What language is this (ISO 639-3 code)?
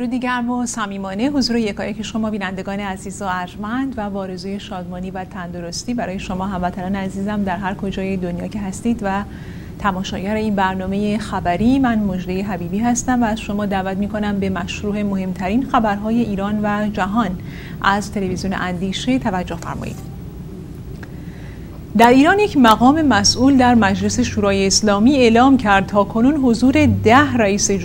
fas